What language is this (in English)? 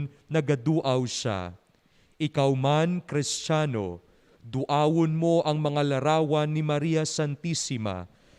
Hiligaynon